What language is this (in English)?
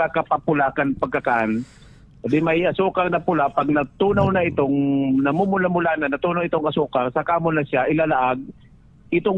Bikol